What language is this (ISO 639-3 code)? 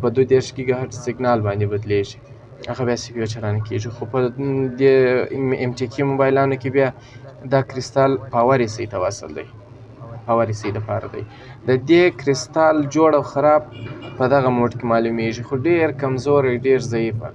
pus